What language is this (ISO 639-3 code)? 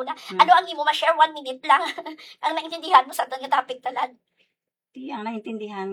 hil